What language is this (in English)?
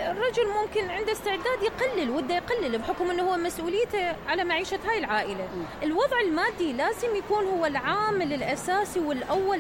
Mesopotamian Arabic